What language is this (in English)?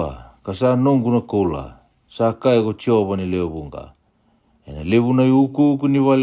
Fijian